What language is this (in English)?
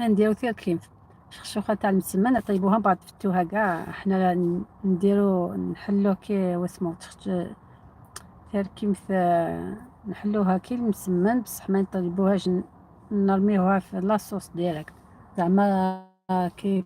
Algerian Arabic